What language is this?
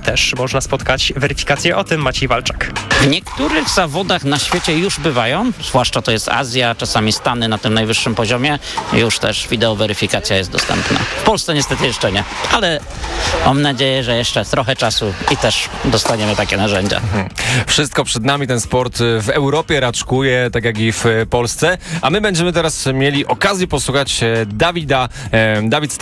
Polish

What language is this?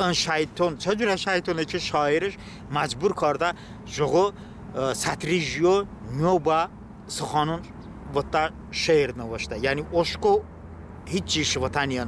Talysh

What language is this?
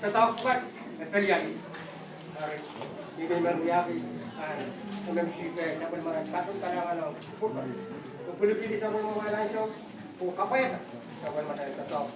Pohnpeian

